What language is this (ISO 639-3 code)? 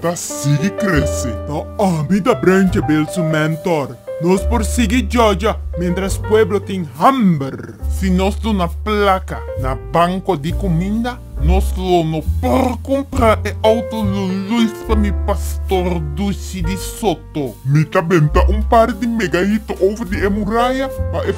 pap